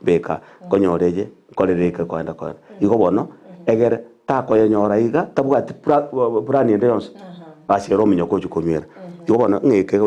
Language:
Gusii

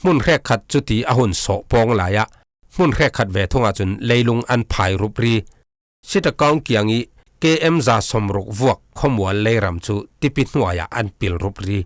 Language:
Falam Chin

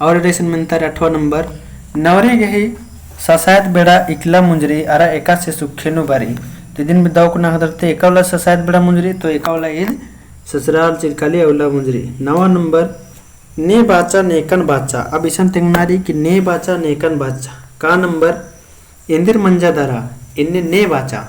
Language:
Kurukh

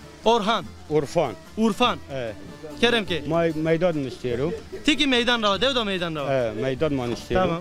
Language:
Zaza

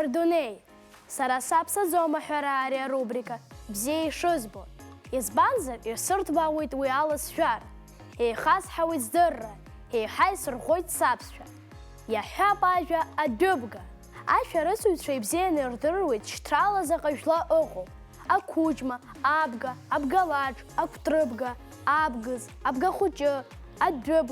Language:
Abkhazian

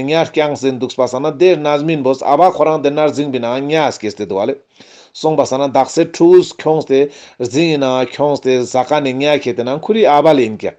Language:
Ladakhi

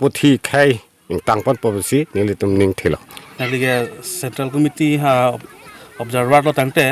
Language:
Karbi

